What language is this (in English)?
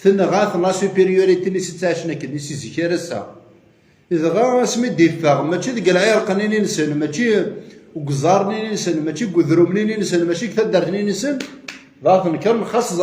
Kabyle